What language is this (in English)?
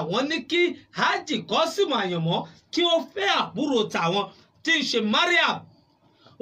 Yoruba